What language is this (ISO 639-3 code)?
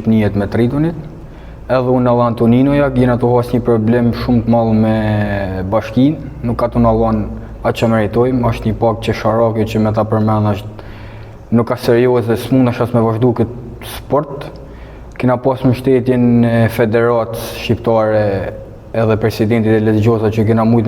sqi